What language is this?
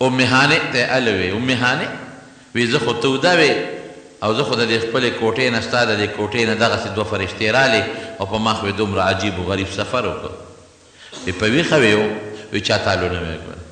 Pashto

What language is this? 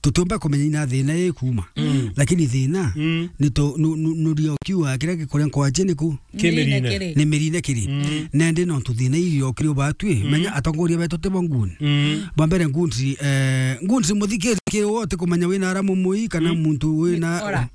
Meru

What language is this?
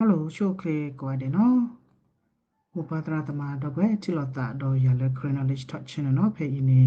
S'gaw Karen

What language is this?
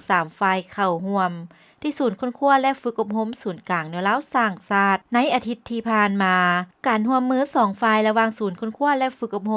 Lao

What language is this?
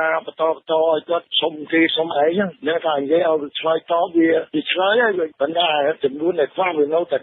Khmer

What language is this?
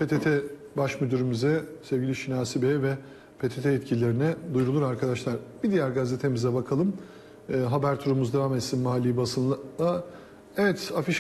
Turkish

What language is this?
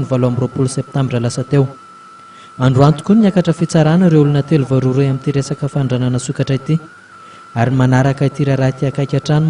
Malagasy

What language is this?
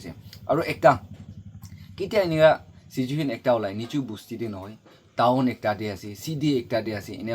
Naga Pidgin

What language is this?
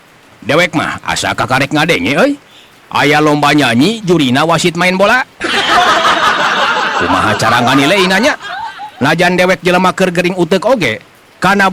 Sundanese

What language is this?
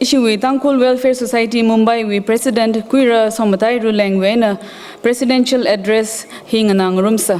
Tangkhul Naga (India)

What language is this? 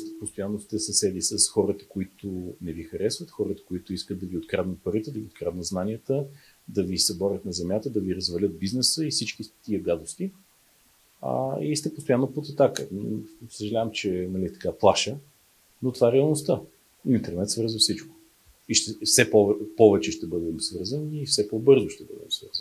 Bulgarian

